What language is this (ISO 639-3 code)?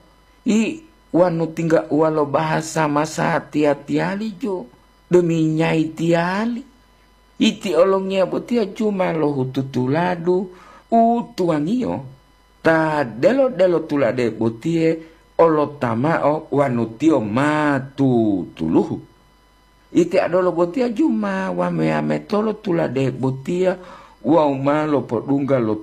gor